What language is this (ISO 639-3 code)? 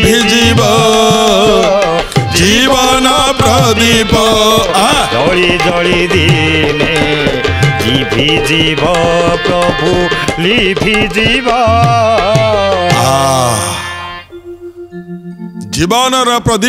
ori